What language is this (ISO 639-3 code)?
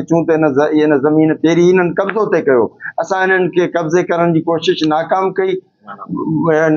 snd